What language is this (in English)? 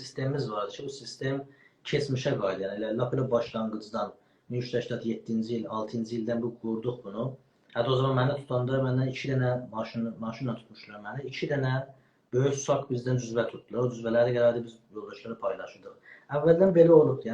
South Azerbaijani